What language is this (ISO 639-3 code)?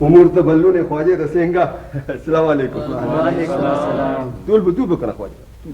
brh